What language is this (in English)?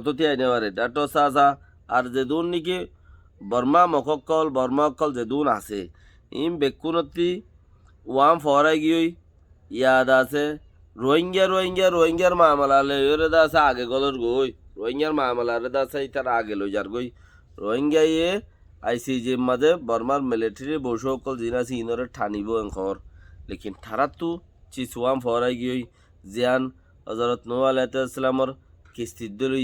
Rohingya